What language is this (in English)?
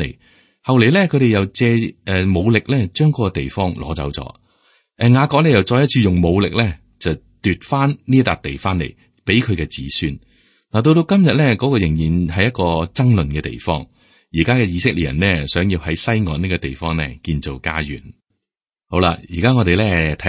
Cantonese